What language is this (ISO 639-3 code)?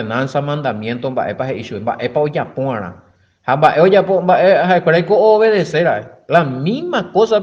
grn